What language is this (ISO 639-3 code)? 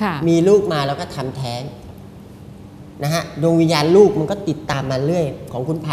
tha